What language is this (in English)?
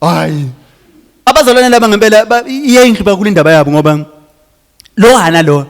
Zulu